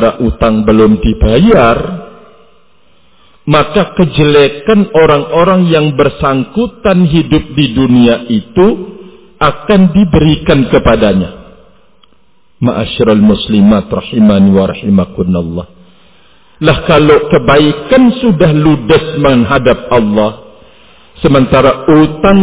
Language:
Indonesian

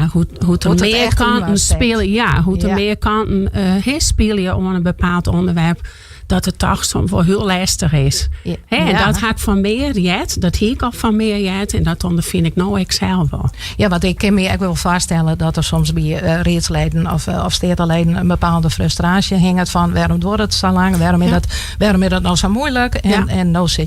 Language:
Western Frisian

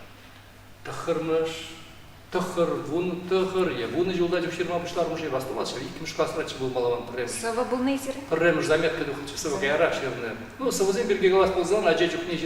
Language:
Chuvash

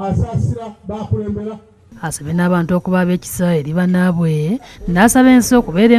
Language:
Ganda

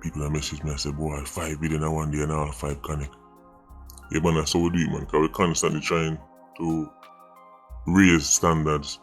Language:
Jamaican Creole English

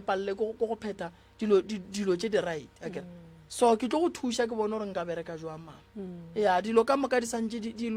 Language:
Northern Sotho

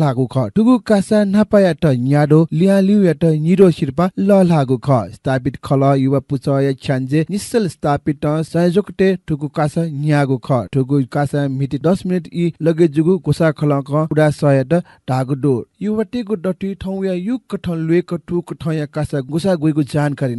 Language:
Newari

